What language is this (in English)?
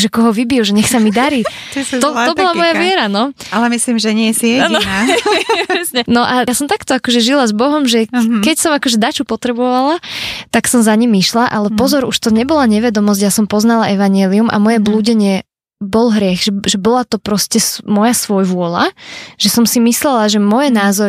Slovak